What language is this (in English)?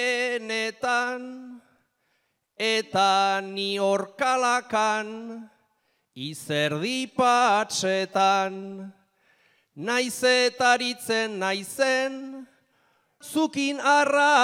Basque